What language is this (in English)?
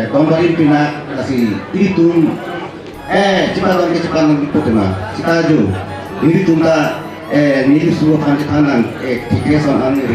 Karbi